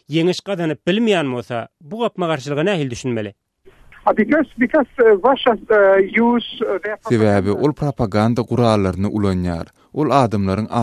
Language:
Turkmen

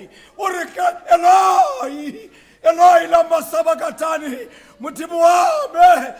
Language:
Tswana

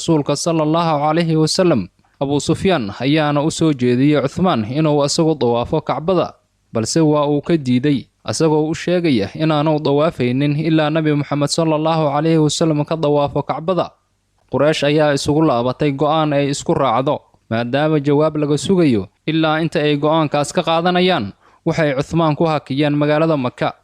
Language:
Somali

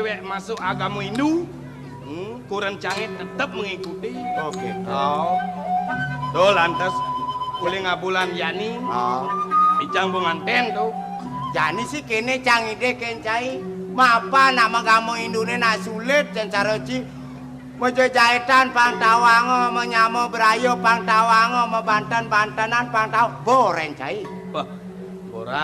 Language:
Balinese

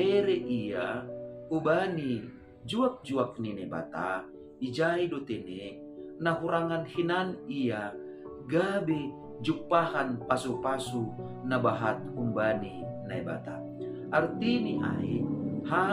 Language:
Batak Simalungun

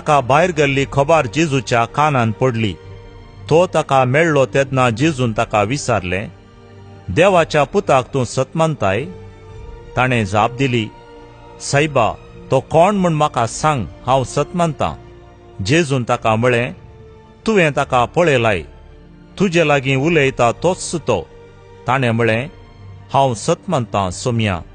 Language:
Konkani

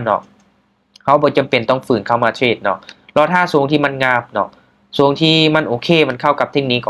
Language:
Lao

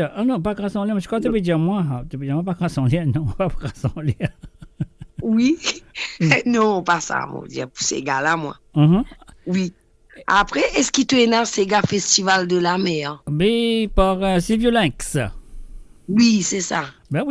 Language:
Morisyen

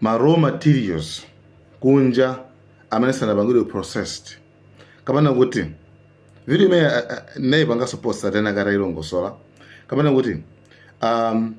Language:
Nyanja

